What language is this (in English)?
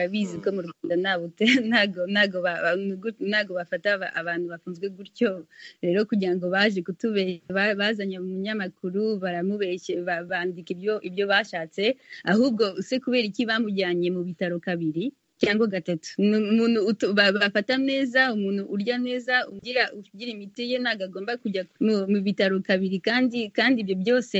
Kinyarwanda